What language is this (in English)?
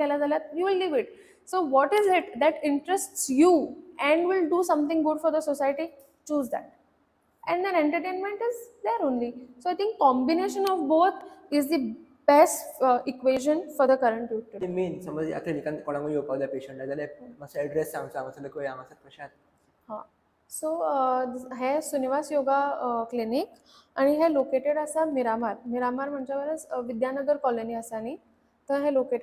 Konkani